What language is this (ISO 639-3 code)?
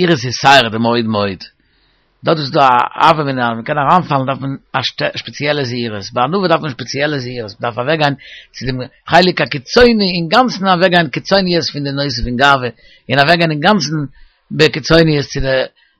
yid